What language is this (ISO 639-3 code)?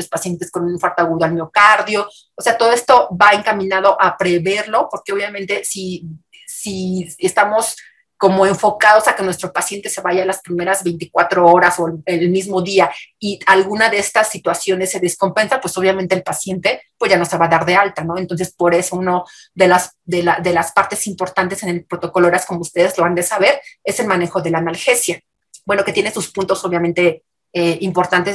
spa